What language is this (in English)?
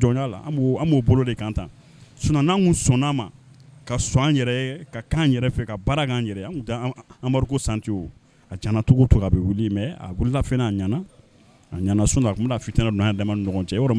Bambara